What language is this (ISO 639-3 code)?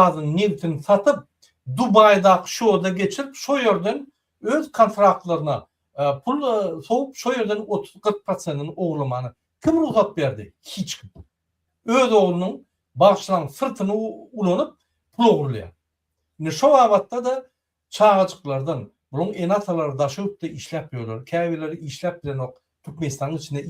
tuk